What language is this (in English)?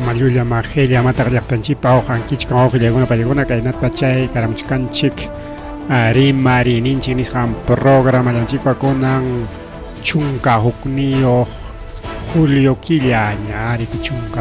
Ayacucho Quechua